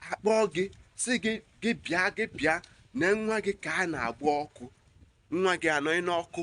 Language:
Igbo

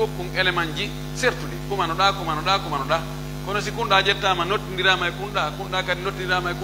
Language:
Pular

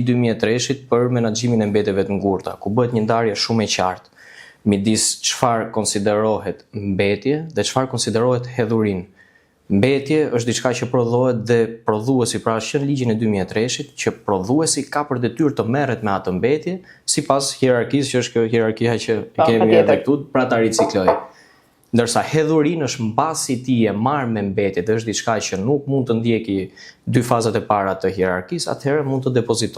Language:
Albanian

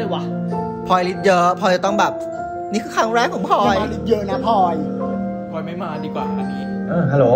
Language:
Thai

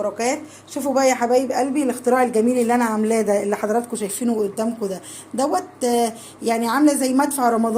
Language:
Egyptian Arabic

